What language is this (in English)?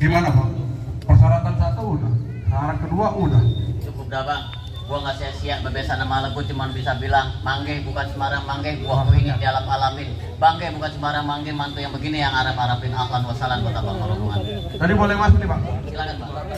Betawi